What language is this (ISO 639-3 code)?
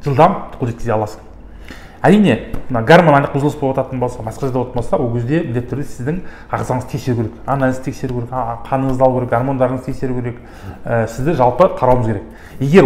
kaz